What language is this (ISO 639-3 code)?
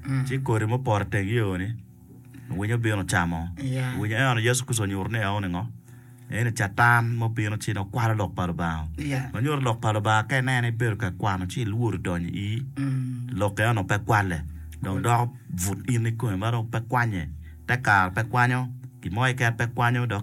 ach